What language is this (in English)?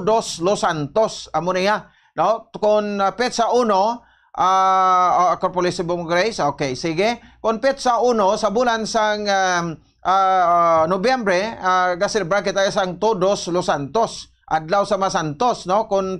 Hiligaynon